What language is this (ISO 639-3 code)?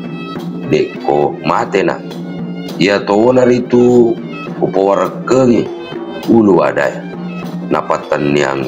bug